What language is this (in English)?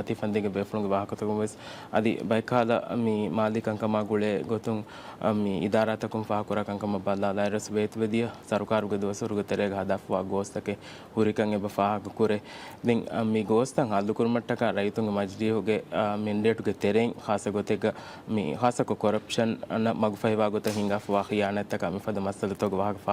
Divehi